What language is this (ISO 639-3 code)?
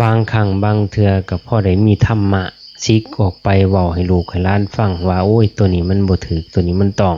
lao